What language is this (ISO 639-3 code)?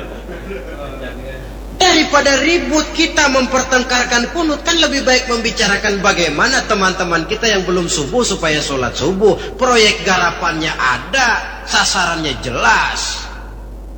ind